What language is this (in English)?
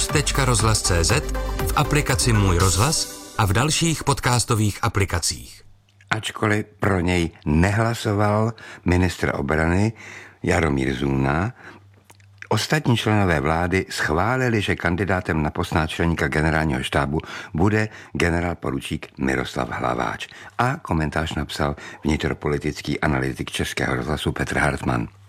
Czech